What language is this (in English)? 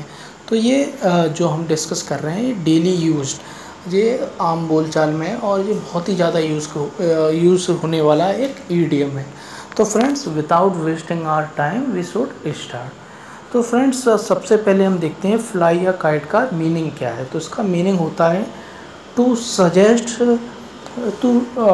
Hindi